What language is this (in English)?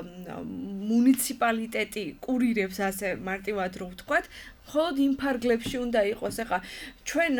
Georgian